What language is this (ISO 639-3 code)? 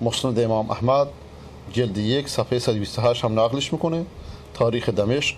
fas